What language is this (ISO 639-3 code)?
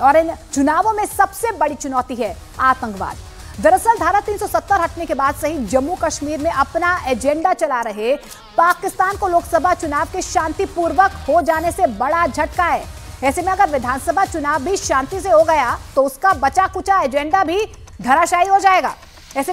hin